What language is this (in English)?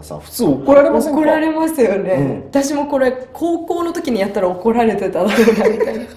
Japanese